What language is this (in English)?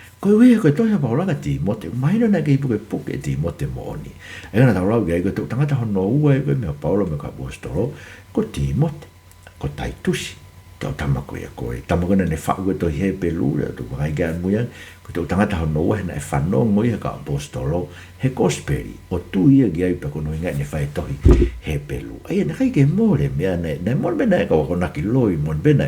Tongan